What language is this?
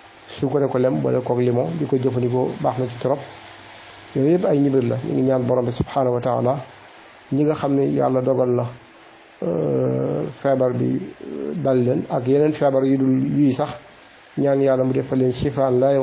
Wolof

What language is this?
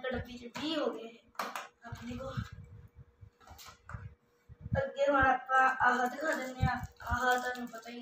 Punjabi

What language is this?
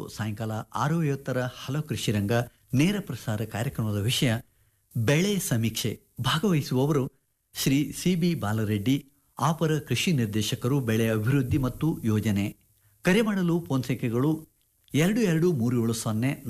Kannada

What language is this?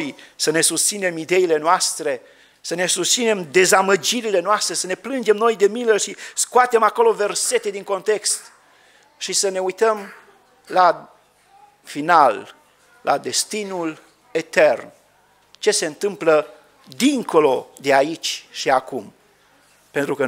Romanian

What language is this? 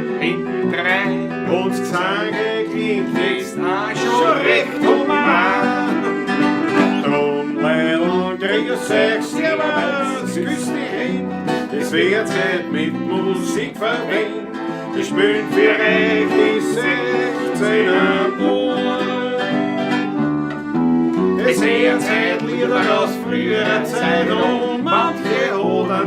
Bavarian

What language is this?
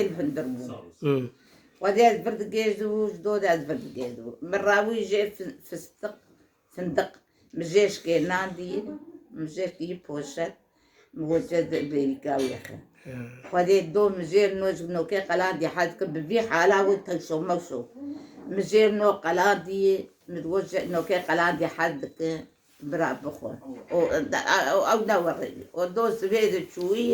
Kurdish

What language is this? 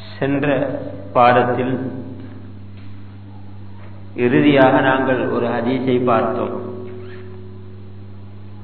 Tamil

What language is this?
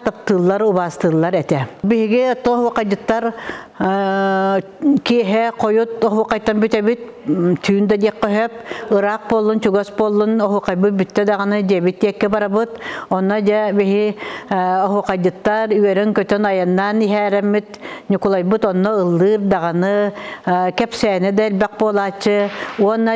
Yakut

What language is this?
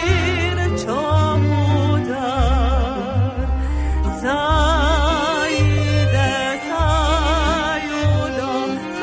Hungarian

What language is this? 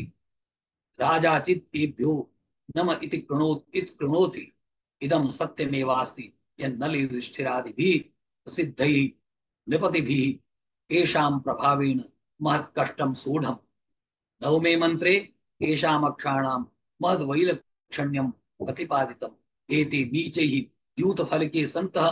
Sanskrit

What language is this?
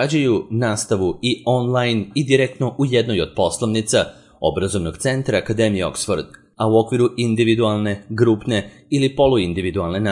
Serbian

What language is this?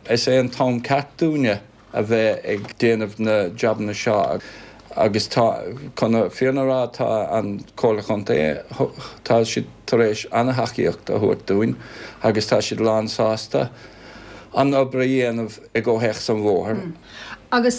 Irish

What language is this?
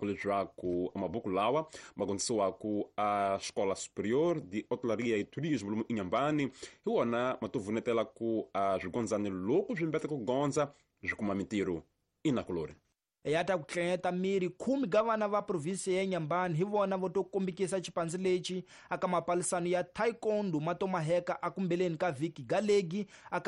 Tsonga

